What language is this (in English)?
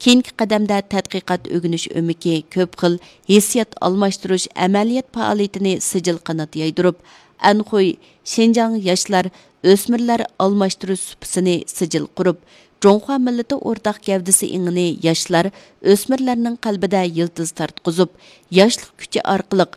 Uyghur